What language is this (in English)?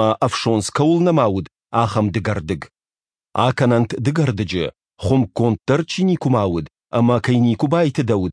Ossetic